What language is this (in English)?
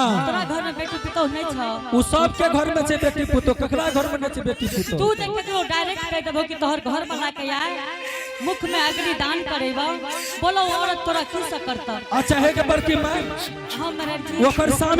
Angika